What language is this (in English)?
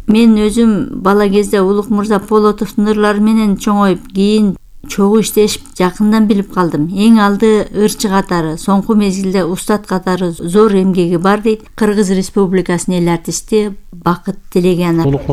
Kyrgyz